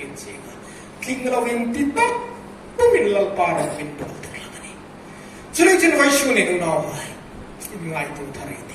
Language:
Hmar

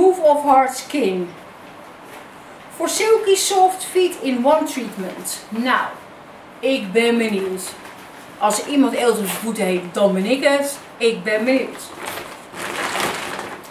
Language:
Dutch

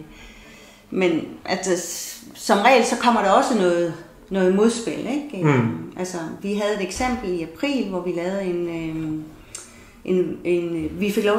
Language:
Danish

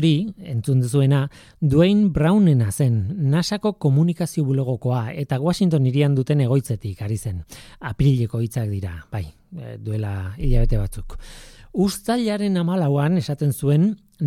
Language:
Basque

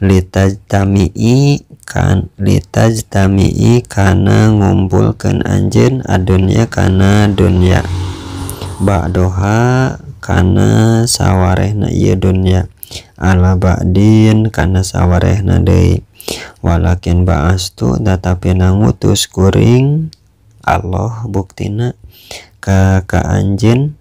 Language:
Sundanese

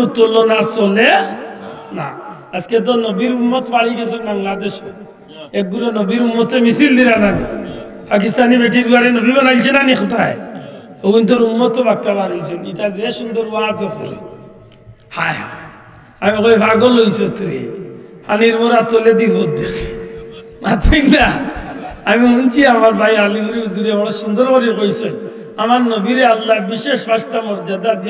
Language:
Sylheti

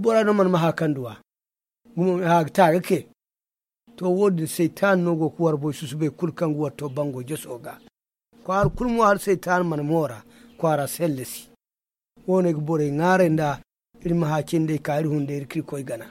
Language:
Zarma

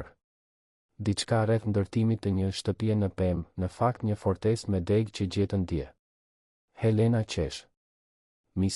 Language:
Albanian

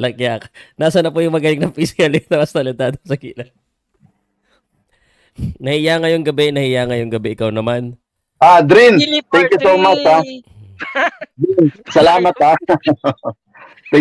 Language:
Filipino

